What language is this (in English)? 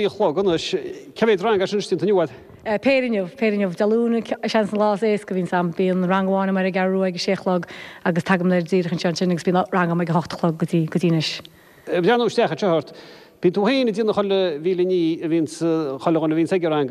Irish